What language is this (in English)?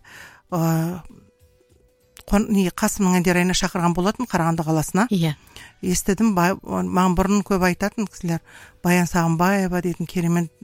Kazakh